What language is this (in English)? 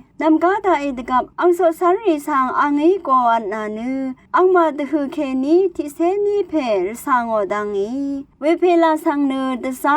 Rawang